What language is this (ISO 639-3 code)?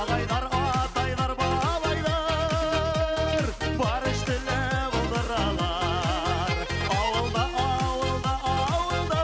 bak